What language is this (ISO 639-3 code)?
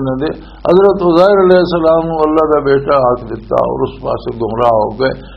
lah